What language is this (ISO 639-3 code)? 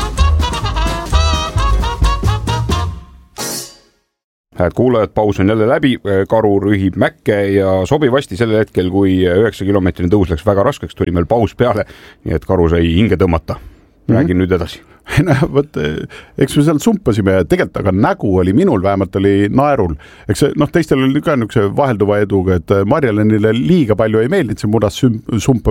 est